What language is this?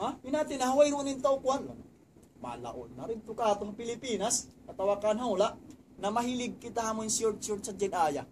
Tausug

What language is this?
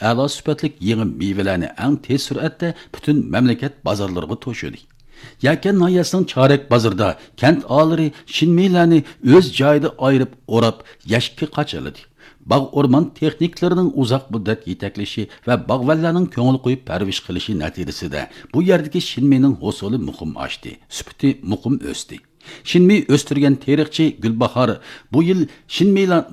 Uyghur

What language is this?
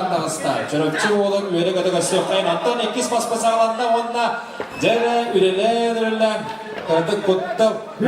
Yakut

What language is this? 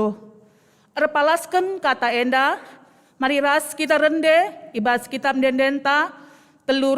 Batak Karo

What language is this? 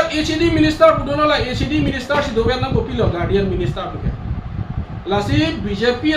Karbi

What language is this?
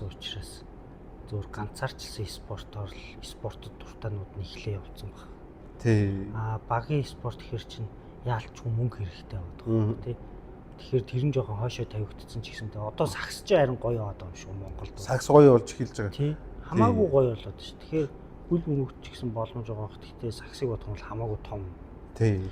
Mongolian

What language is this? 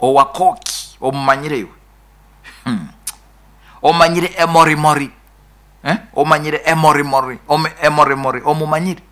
Nyoro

